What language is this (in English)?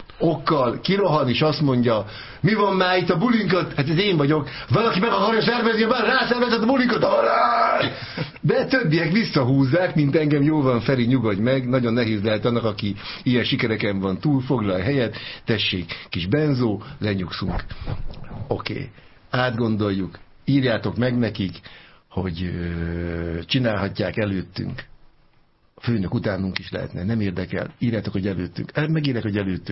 Hungarian